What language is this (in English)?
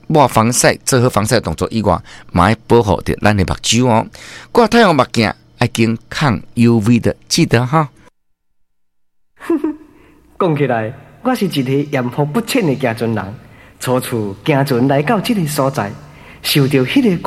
Min Nan Chinese